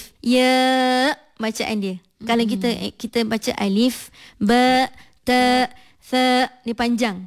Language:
Malay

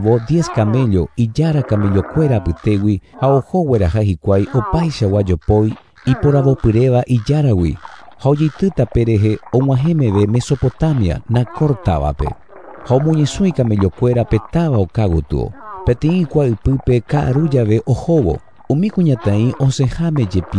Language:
Guarani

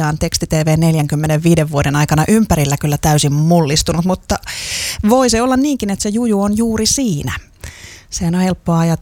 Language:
Finnish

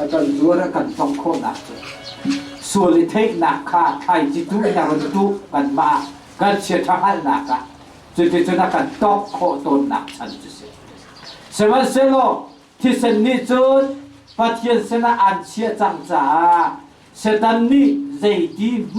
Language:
Hakha Chin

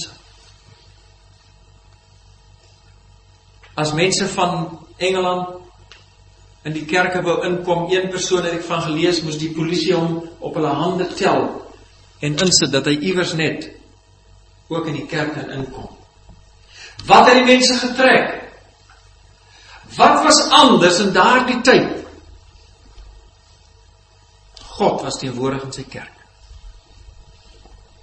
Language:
Afrikaans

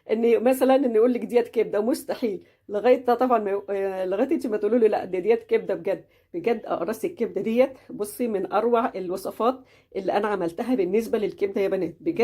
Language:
Egyptian Arabic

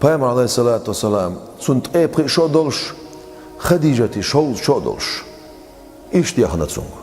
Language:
Chechen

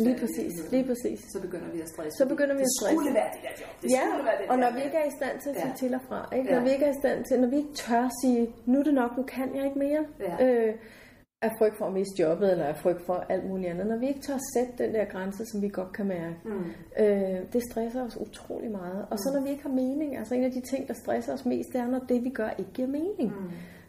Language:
Danish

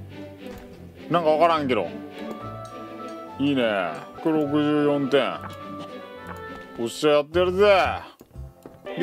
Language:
Japanese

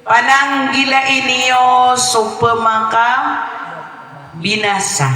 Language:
Maranao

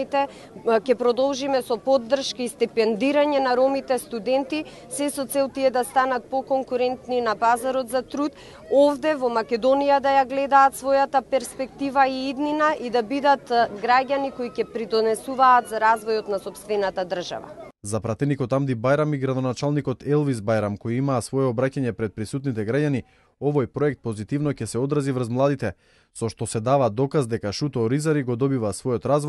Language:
Macedonian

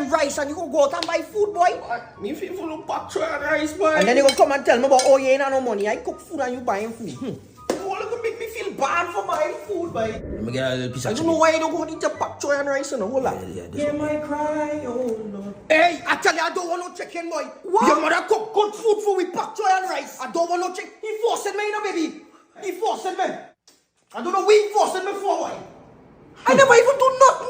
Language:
Jamaican Creole English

